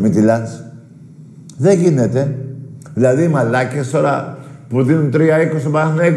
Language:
Greek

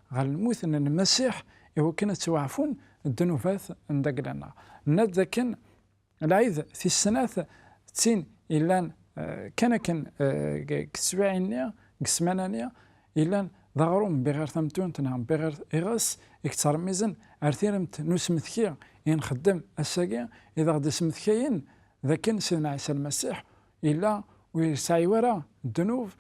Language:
Kabyle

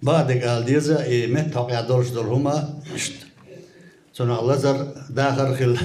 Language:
Chechen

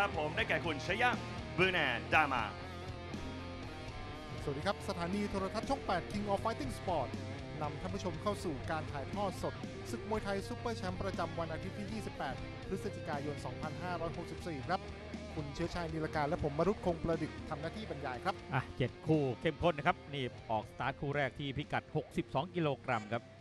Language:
Thai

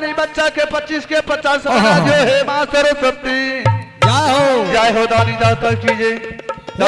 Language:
Maithili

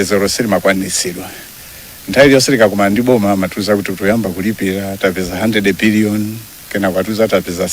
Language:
Nyanja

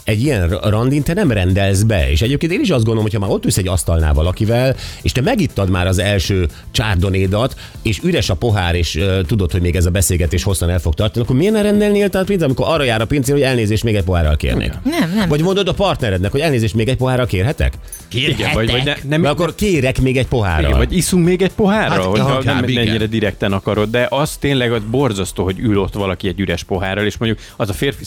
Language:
Hungarian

